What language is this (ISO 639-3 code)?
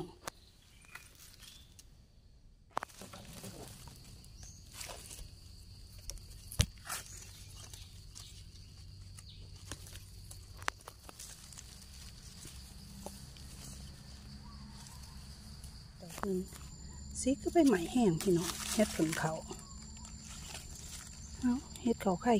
tts